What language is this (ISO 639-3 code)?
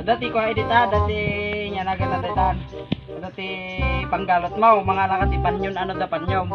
ilo